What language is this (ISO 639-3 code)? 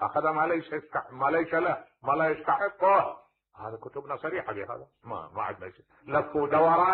acm